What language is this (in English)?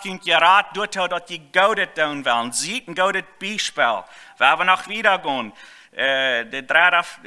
Plautdietsch